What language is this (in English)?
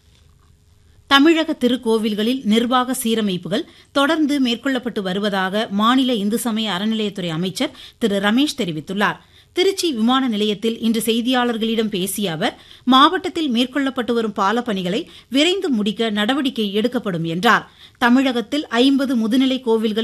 Tamil